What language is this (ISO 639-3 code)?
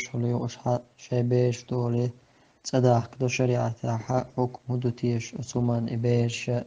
che